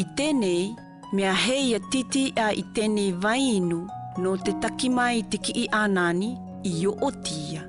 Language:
South Marquesan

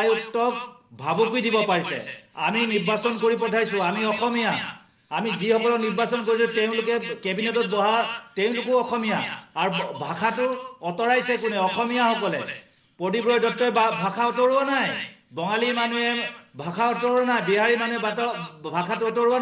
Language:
Assamese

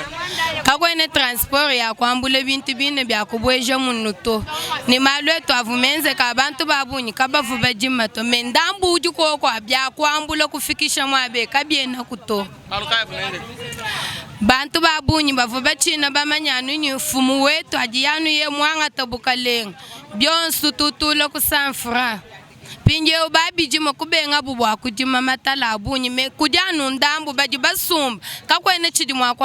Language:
Luba-Lulua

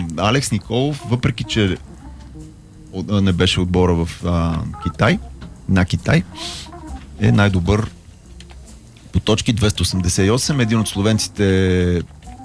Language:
Bulgarian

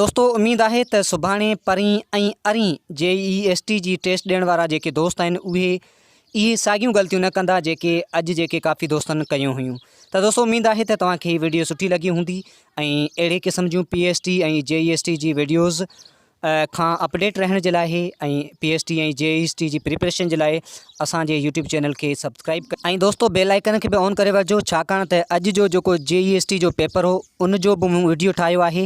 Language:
Sindhi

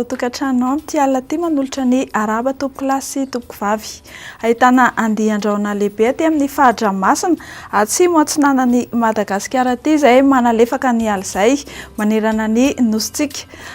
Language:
Malagasy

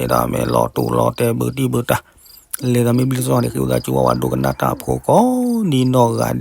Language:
S'gaw Karen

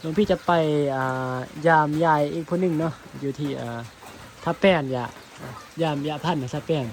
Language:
Northeastern Thai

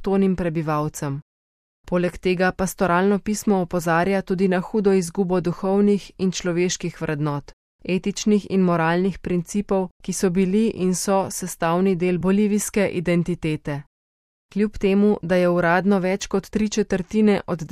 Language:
Slovenian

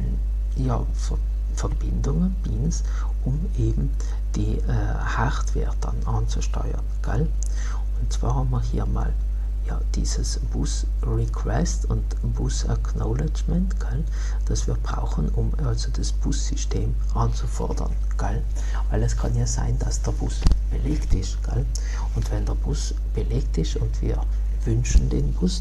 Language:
German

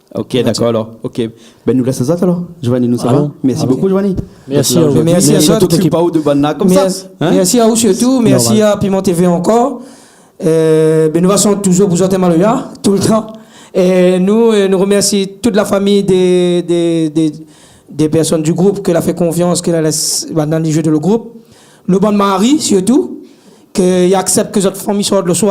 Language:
Réunion Creole French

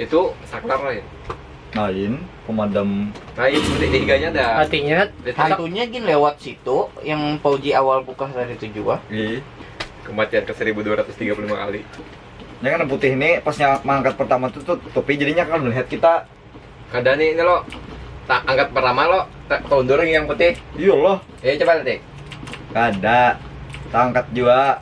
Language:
Banjar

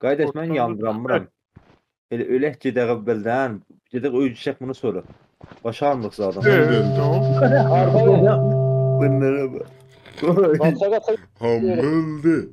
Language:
South Azerbaijani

